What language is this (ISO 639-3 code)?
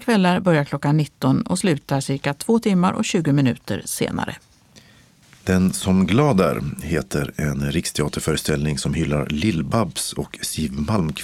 swe